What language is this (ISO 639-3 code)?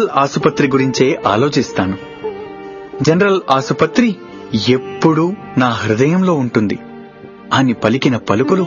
tel